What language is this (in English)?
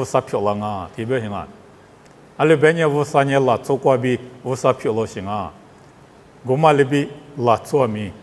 Lisu